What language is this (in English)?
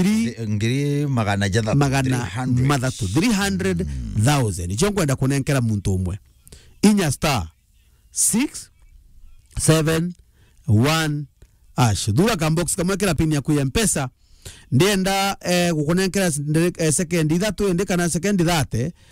Meru